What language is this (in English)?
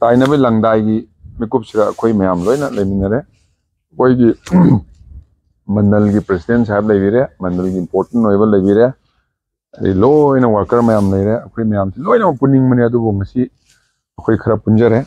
Manipuri